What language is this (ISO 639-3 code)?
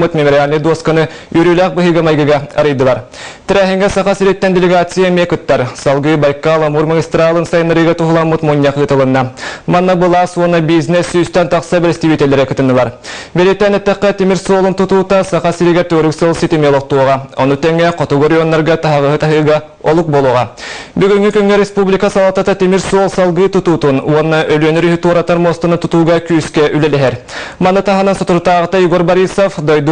sah